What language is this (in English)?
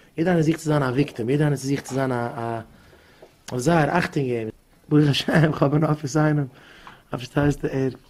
Yiddish